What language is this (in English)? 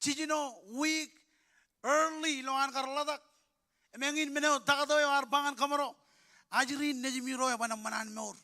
Marshallese